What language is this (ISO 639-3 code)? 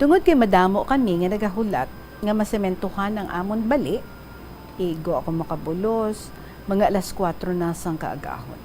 hil